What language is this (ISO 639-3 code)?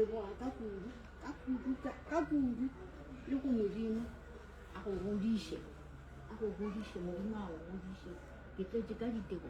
nso